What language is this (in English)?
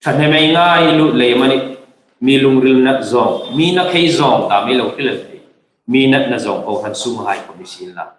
Hmar